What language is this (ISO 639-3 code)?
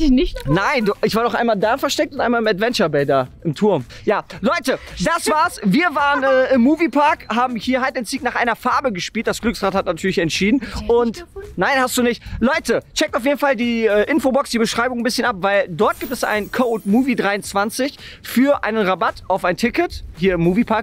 deu